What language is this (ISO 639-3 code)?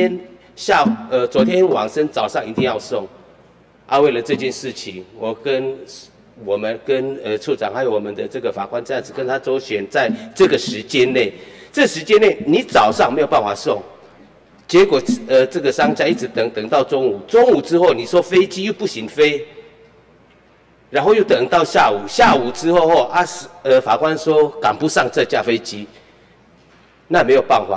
zho